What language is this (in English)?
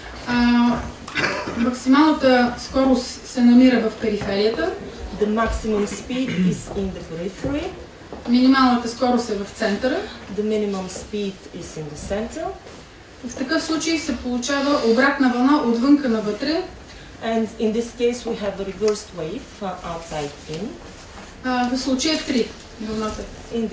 Bulgarian